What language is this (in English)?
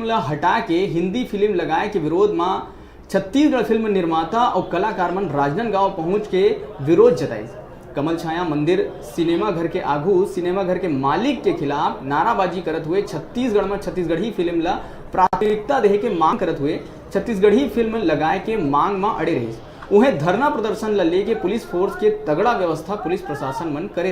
Chhattisgarhi